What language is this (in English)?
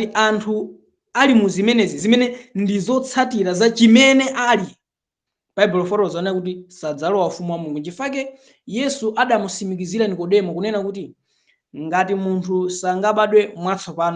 Nyanja